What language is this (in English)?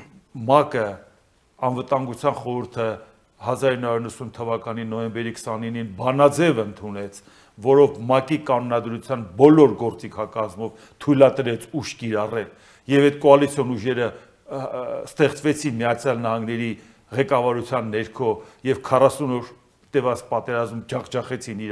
Armenian